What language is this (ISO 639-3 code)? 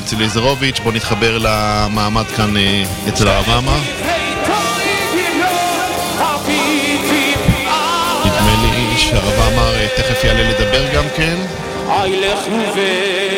heb